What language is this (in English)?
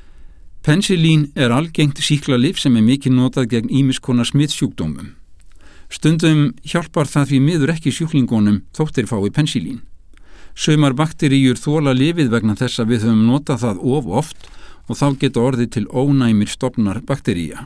Icelandic